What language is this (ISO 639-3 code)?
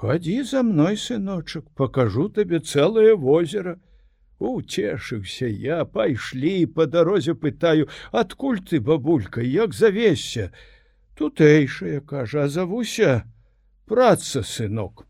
bel